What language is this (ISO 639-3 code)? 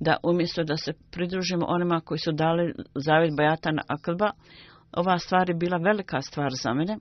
bos